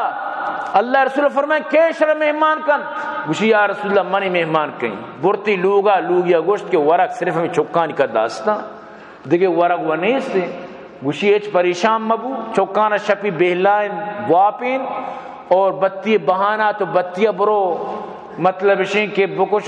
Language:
Baluchi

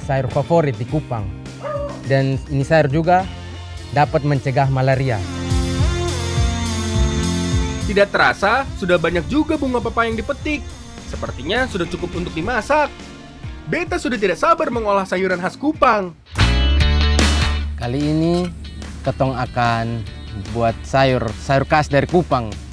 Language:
Indonesian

